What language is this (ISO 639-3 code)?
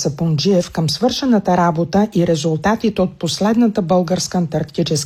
bul